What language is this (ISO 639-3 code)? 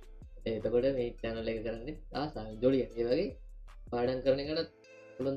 sin